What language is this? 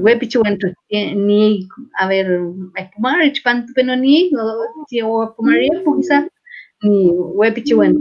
Mapuche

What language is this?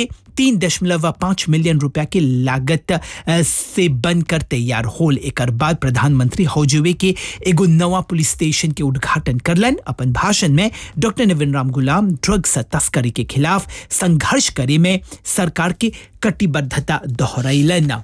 Bhojpuri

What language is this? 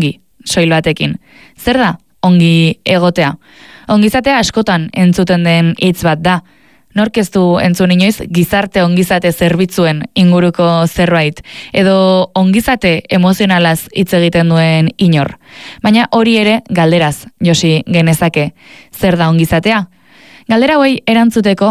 Basque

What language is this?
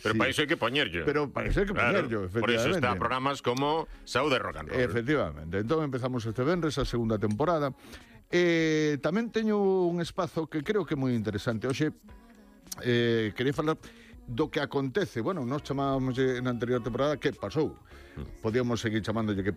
Galician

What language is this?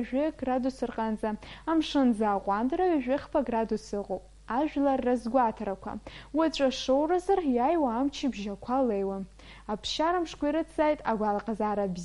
Abkhazian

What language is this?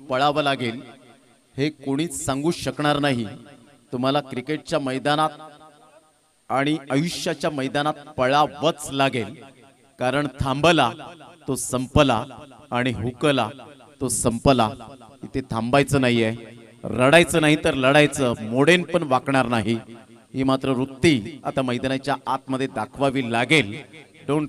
Marathi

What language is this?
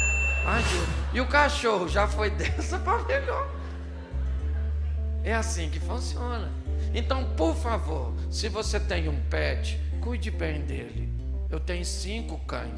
Portuguese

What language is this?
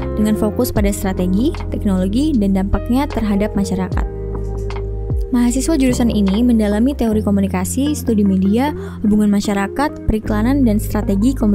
Indonesian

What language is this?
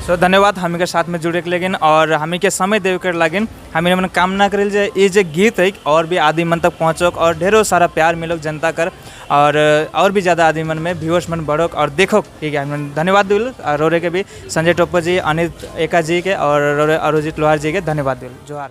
Sadri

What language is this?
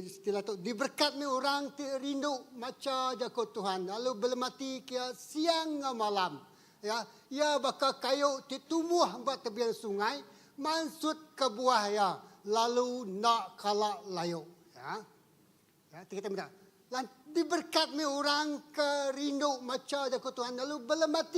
Iban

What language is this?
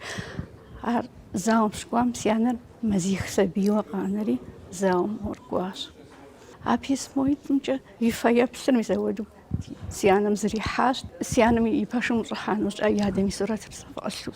Kabardian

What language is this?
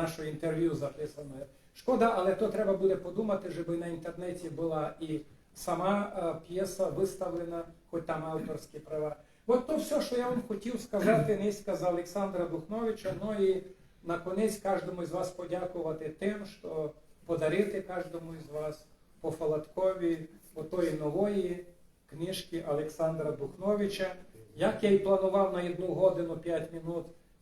Rusyn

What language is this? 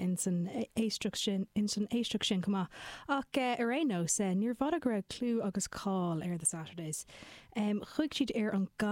Irish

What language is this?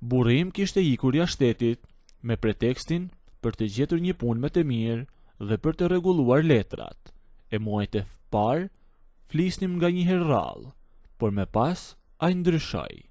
Albanian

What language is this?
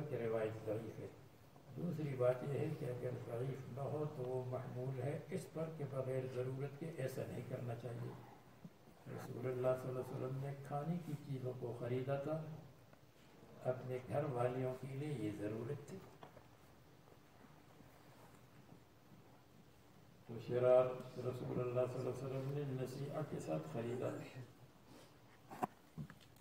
Urdu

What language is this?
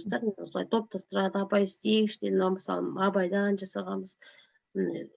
Kazakh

